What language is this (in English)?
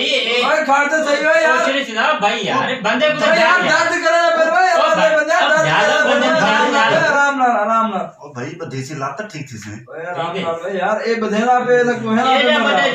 Saraiki